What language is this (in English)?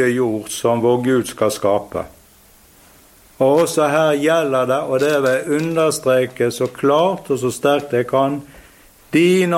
Norwegian